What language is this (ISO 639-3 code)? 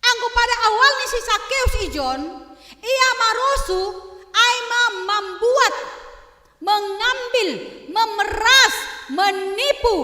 bts